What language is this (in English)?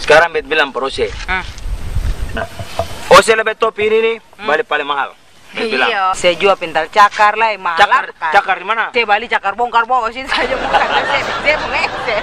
Ambonese Malay